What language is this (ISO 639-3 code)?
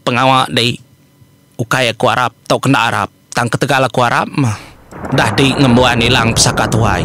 iba